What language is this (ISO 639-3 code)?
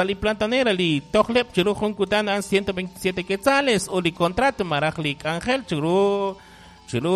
kek